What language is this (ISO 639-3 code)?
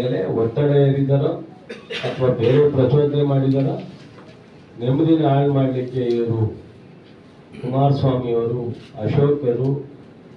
kan